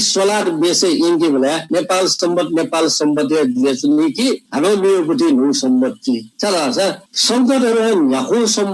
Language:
Newari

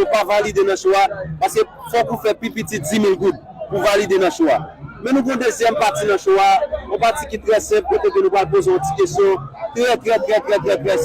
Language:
Haitian Creole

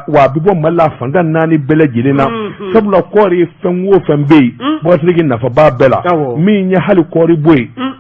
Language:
Bambara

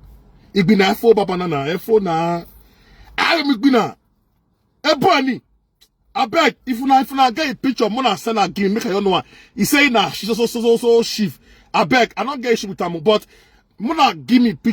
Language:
Nigerian Pidgin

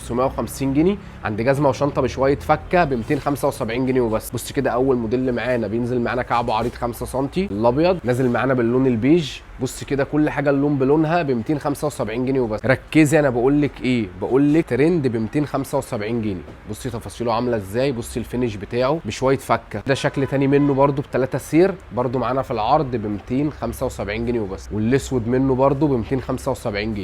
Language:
Egyptian Arabic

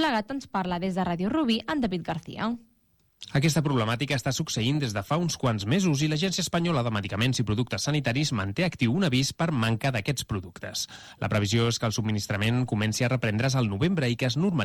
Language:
Catalan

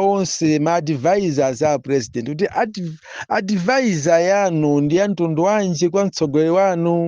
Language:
Nyanja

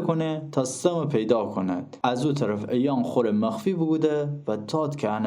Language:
Gilaki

